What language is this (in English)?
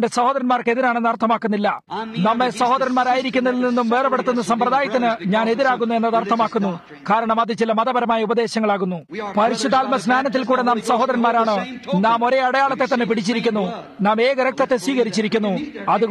Malayalam